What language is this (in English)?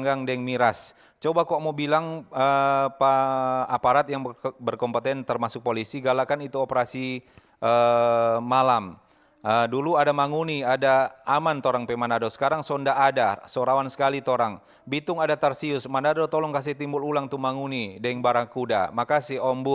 Manado Malay